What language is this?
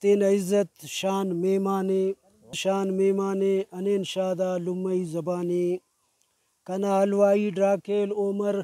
Brahui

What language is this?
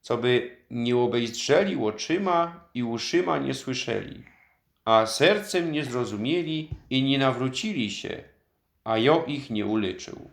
Silesian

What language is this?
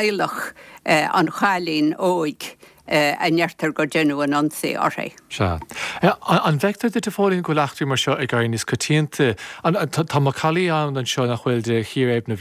Irish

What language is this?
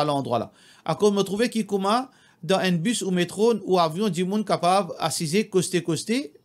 Morisyen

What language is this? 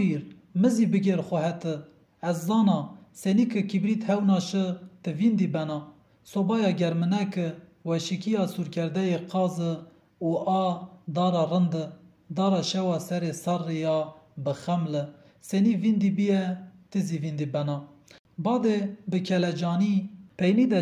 Zaza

